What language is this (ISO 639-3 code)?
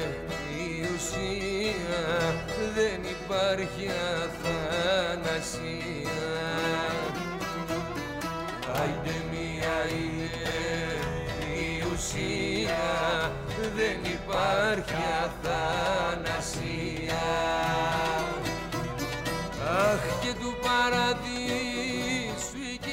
ell